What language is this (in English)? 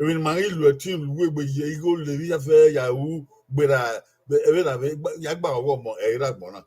Bini